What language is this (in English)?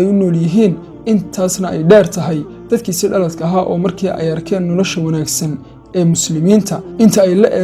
Somali